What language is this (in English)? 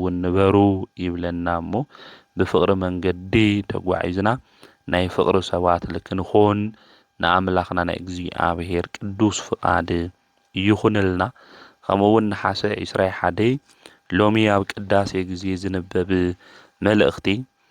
Tigrinya